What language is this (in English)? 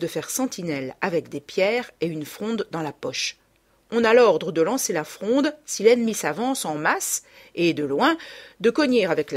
French